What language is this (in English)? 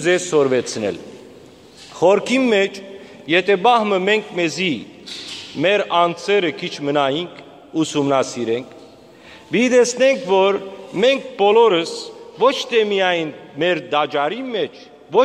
Western Armenian